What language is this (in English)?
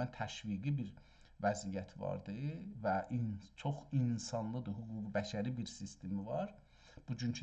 South Azerbaijani